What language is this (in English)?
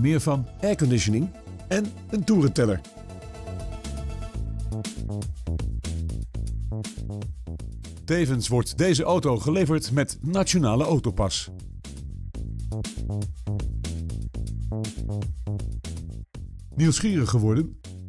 Dutch